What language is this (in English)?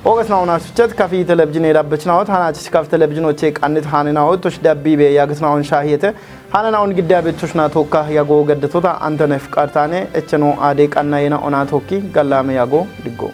Kafa